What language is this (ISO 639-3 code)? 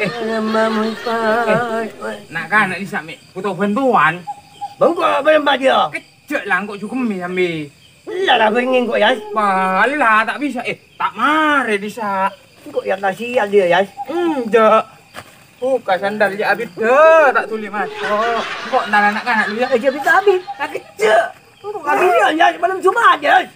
mad